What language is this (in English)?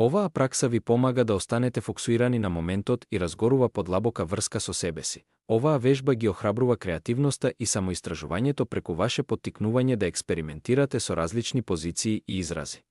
Macedonian